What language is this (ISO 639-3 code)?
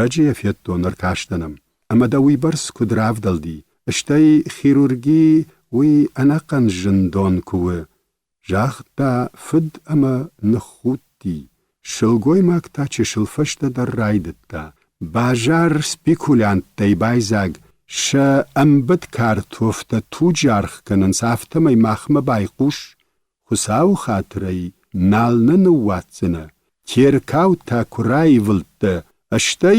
oss